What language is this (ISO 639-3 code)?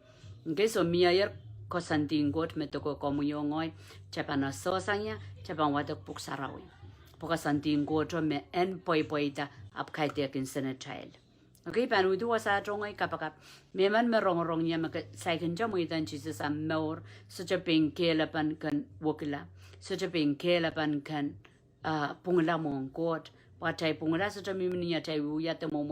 pon